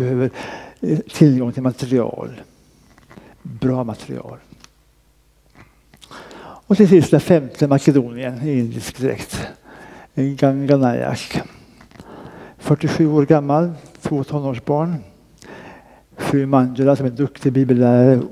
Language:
Swedish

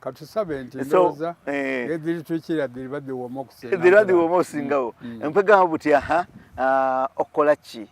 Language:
Soga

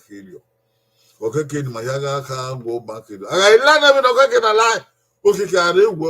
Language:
Bini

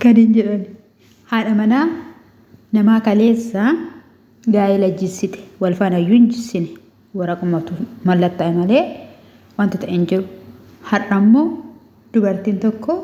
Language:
Oromo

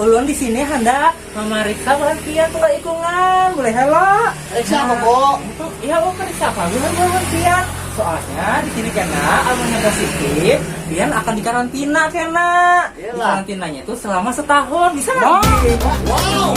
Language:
Banjar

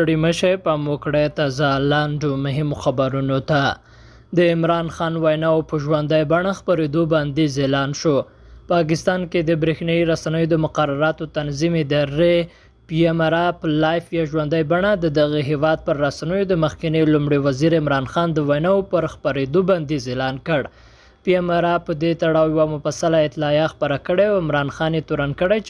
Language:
Pashto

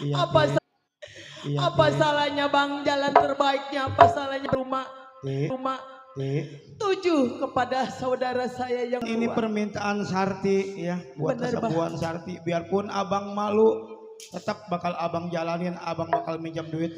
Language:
Betawi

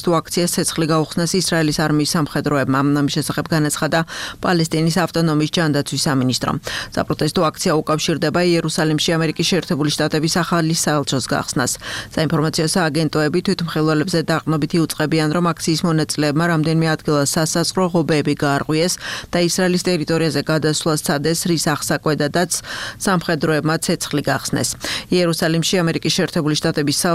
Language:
Georgian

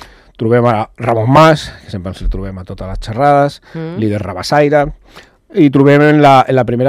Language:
Catalan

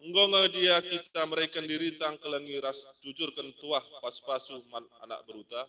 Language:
Batak Karo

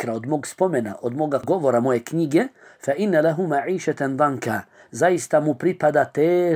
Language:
Bosnian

